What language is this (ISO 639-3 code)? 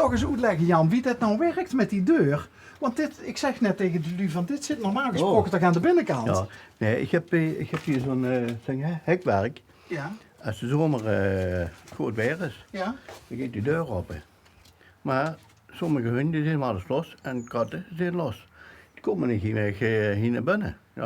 lim